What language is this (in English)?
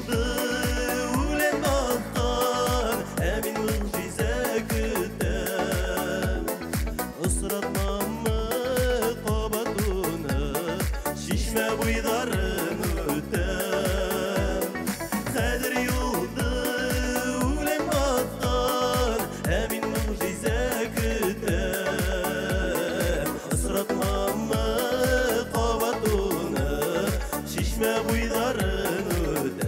Bashkir